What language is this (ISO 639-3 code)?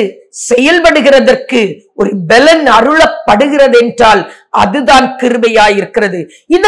tam